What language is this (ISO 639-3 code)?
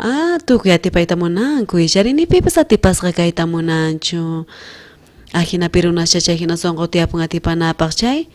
quh